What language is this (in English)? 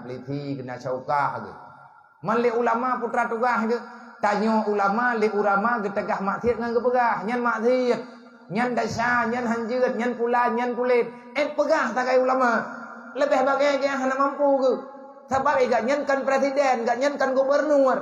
Achinese